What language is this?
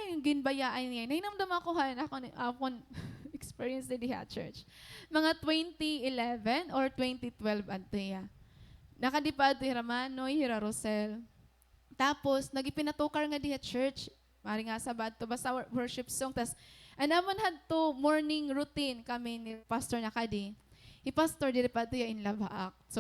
Waray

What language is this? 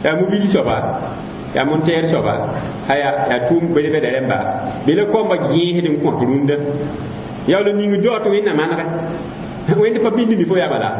Mossi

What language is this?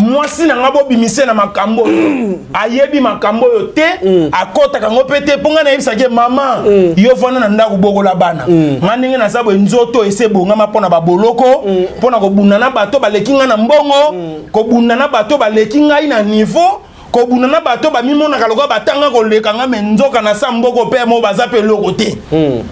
Lingala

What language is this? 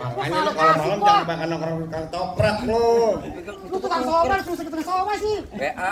Betawi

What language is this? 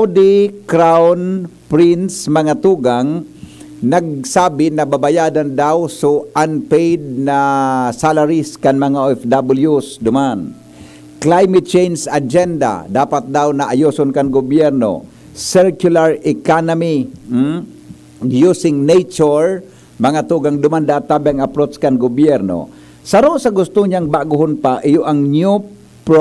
Bikol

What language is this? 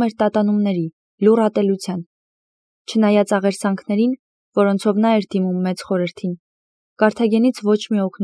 Armenian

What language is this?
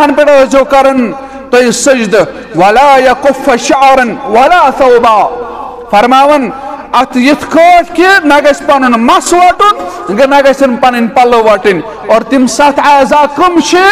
Kashmiri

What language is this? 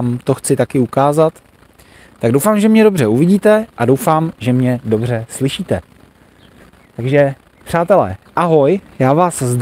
Czech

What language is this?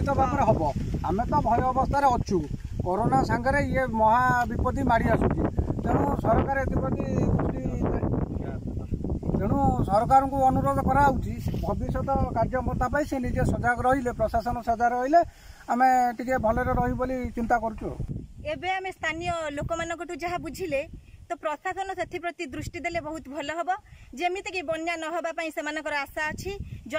Odia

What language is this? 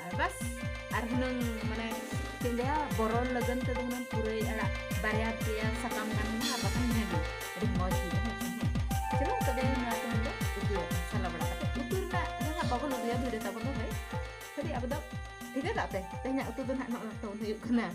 Santali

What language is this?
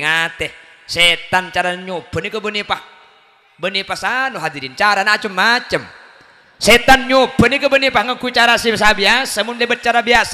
Madurese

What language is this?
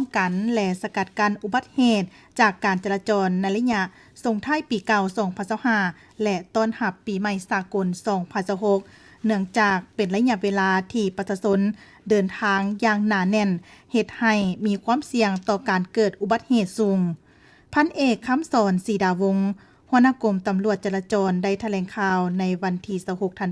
Lao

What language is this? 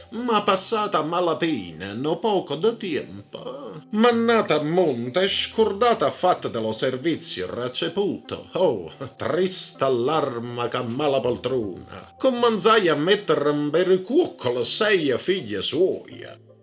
Neapolitan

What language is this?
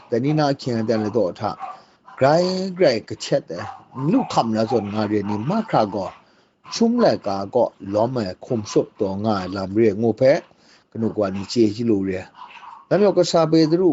Kachin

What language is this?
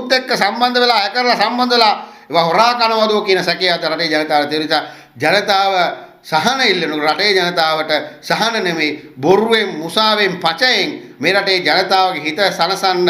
Sinhala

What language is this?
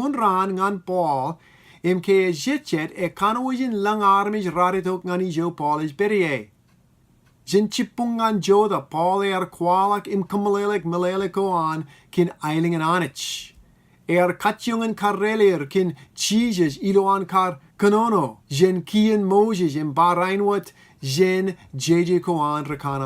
Marshallese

